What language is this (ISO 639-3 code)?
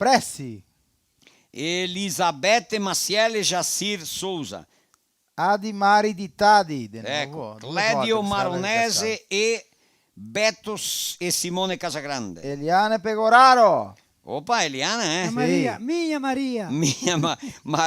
vec